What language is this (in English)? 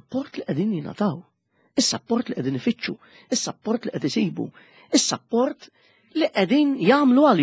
Maltese